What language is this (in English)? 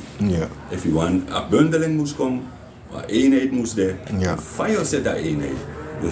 Sranan Tongo